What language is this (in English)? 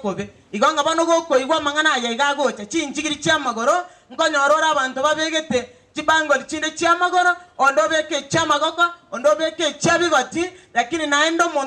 Gusii